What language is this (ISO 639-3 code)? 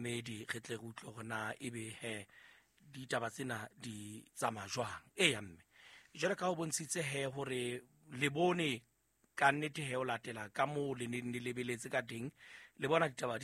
sot